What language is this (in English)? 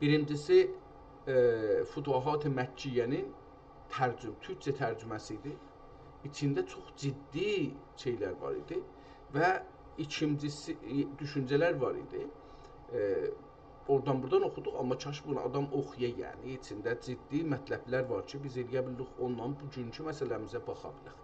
South Azerbaijani